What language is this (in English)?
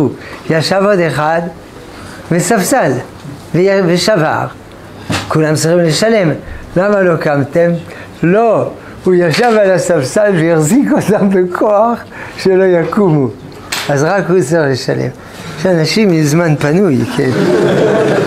Hebrew